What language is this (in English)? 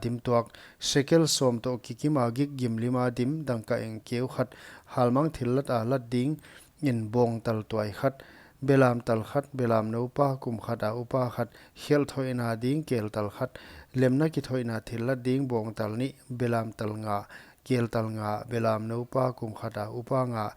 Paite Chin